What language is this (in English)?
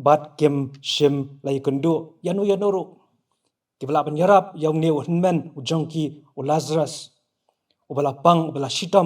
Khasi